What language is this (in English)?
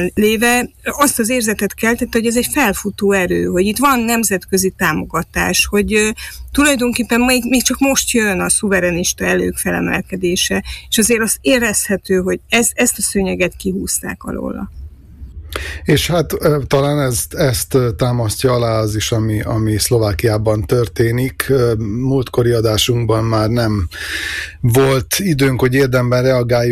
Hungarian